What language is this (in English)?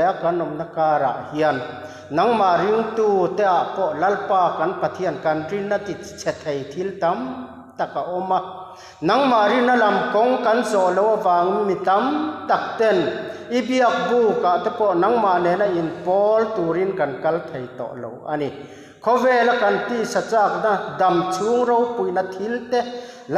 Mizo